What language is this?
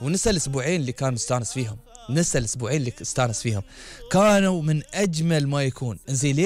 Gulf Arabic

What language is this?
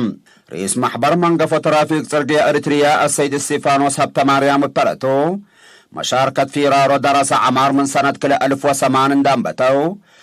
Tigre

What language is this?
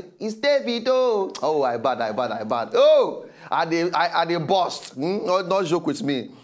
Nigerian Pidgin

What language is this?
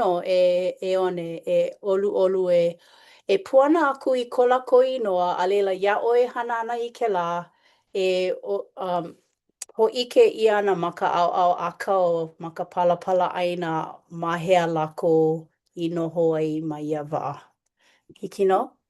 Hawaiian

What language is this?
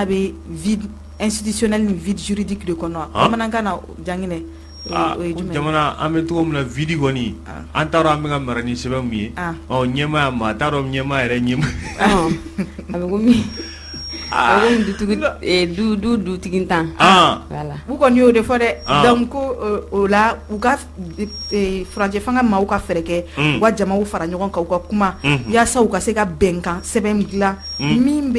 Bambara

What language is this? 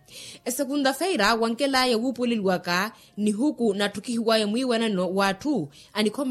Makhuwa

